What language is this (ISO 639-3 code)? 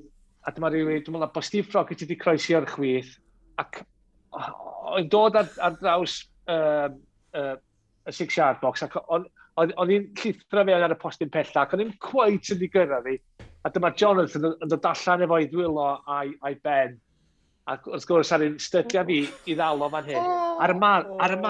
cym